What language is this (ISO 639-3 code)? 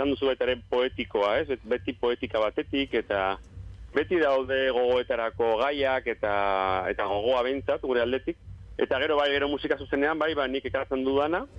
eus